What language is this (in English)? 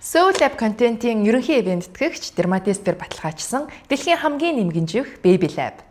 Mongolian